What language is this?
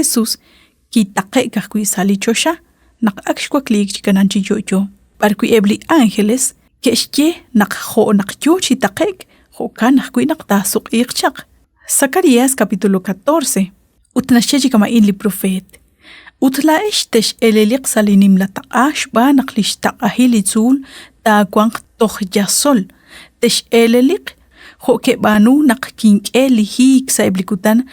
Kekchí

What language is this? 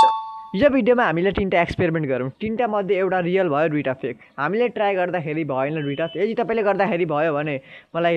Nepali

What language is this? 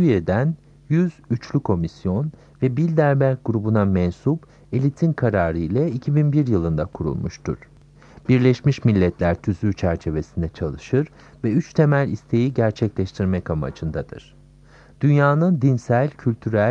Turkish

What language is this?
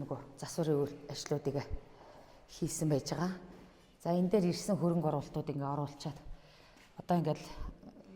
Mongolian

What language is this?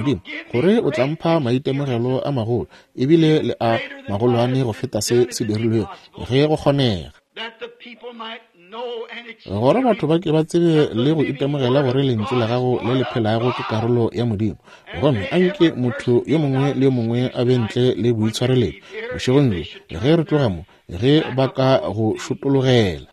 Northern Sotho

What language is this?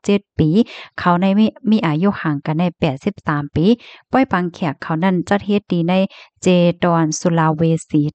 Shan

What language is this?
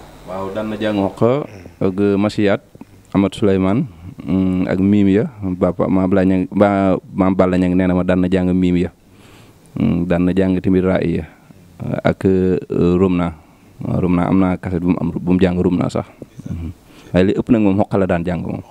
Wolof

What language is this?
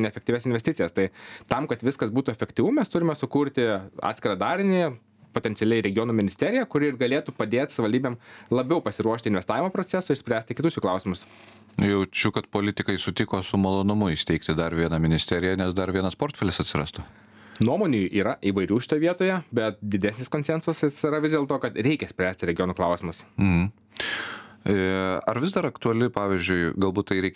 Lithuanian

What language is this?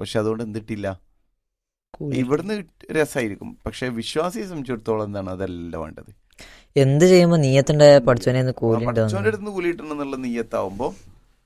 Malayalam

